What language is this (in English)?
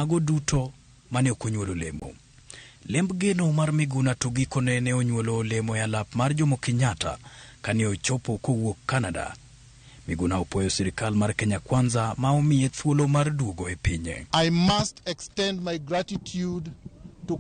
Luo (Kenya and Tanzania)